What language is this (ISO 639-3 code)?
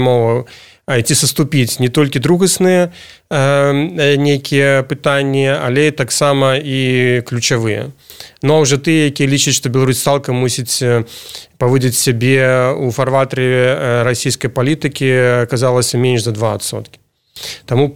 bel